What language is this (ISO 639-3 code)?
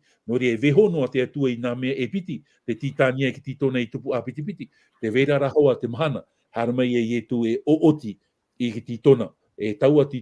tah